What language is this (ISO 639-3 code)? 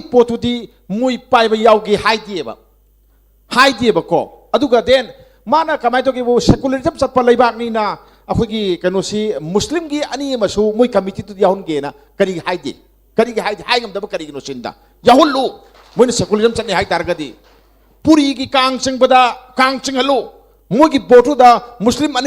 mni